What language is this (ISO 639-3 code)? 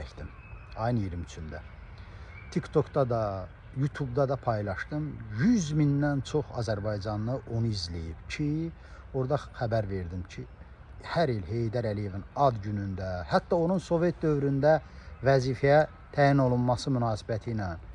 aze